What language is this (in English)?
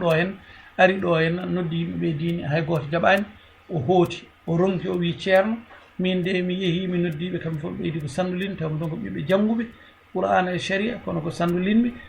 Fula